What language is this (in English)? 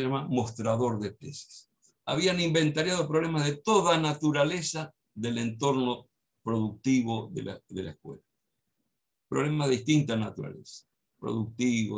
Spanish